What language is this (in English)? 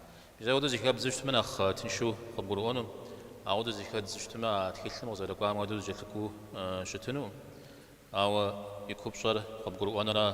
Kabardian